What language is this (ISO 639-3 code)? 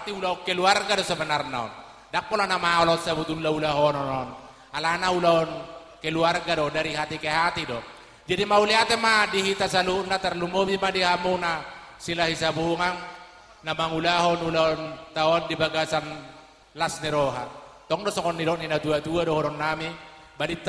bbc